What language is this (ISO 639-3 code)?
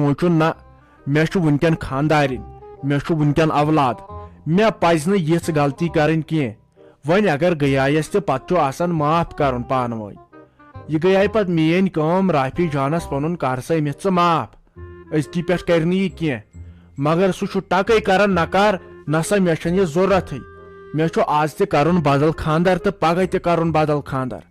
kas